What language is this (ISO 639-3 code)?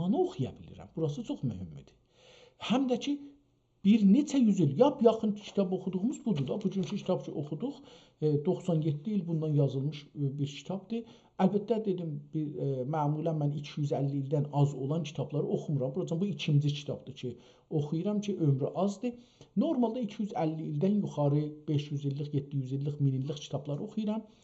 azb